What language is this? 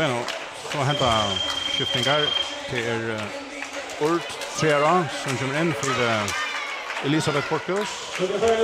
Faroese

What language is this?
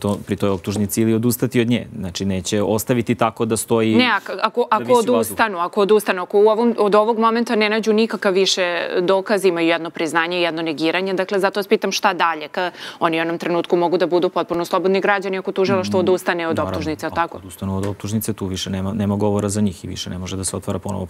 Serbian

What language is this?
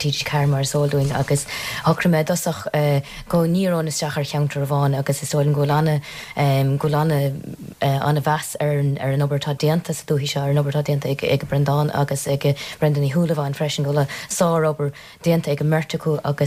Irish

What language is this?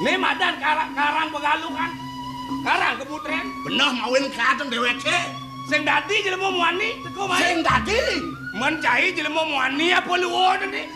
Balinese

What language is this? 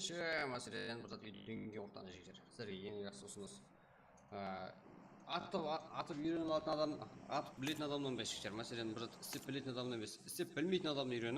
Kara-Kalpak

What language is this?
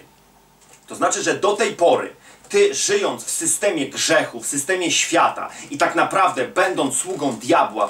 Polish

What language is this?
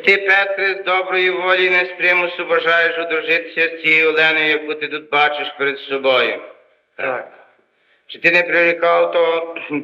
Rusyn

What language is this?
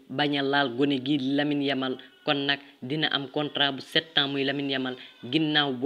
Wolof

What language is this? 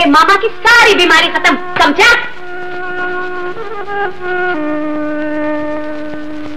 Hindi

